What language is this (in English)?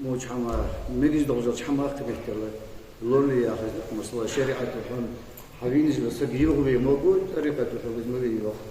Ingush